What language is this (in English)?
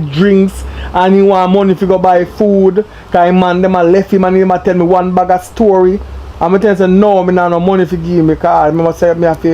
Jamaican Creole English